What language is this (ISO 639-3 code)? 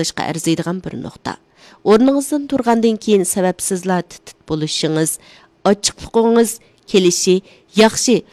uig